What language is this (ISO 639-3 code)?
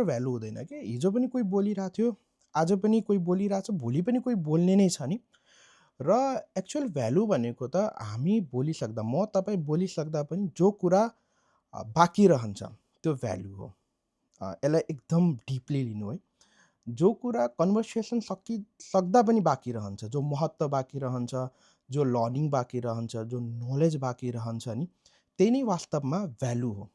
nep